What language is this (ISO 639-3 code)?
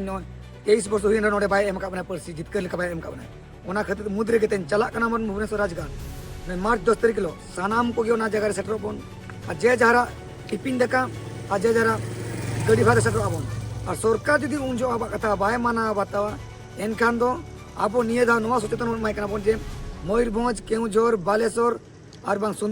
sat